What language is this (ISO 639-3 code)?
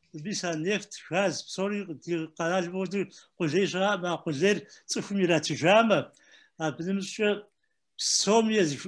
kbd